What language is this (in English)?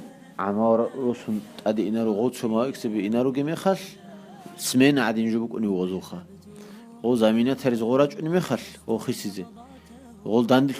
Avaric